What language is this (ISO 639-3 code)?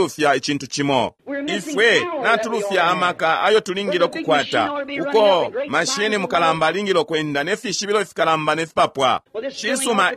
bem